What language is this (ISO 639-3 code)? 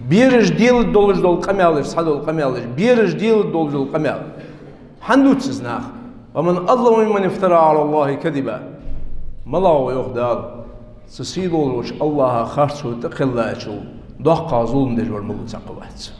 inh